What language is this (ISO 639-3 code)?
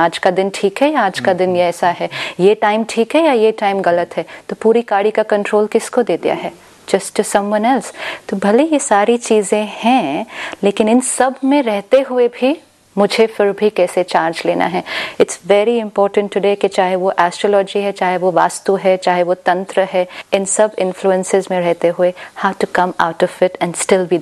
hin